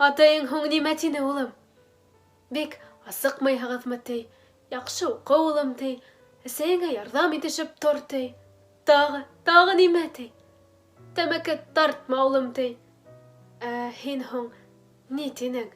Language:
Bashkir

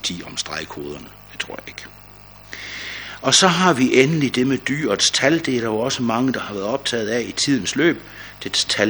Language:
Danish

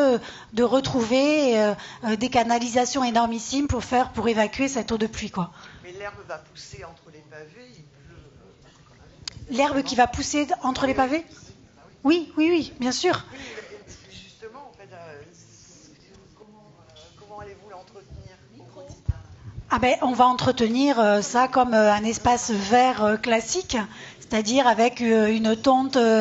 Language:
French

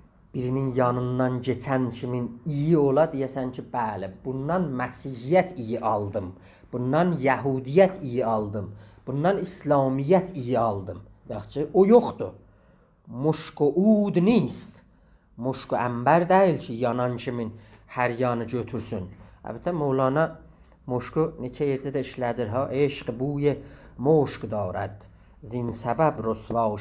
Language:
South Azerbaijani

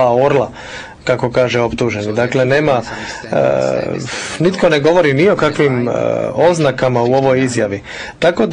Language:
Croatian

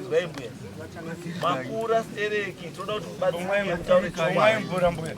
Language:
Shona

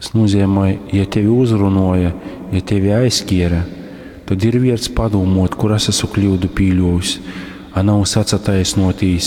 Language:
Latgalian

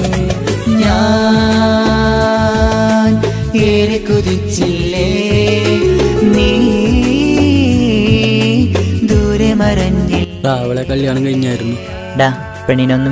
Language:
Malayalam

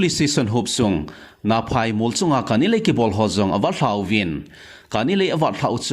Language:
Thado Chin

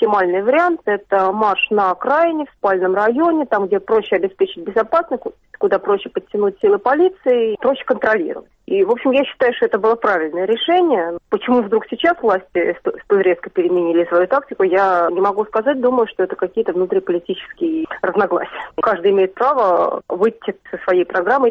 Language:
Russian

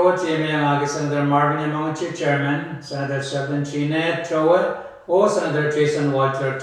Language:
Pohnpeian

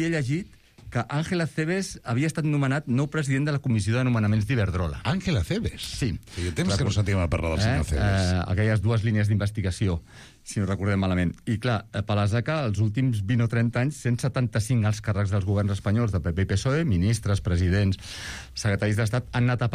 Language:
Catalan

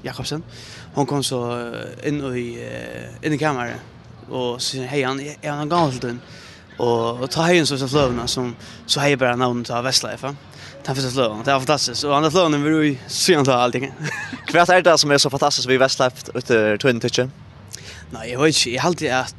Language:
Faroese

